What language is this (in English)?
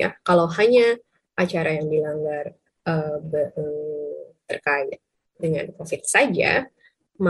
Indonesian